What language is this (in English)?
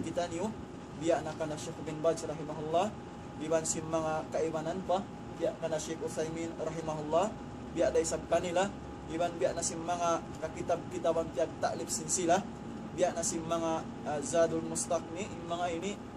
Tausug